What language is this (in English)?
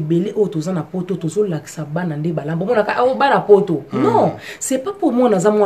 Lingala